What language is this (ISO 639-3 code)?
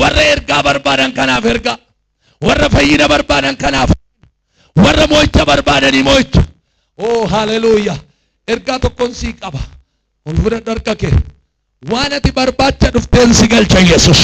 orm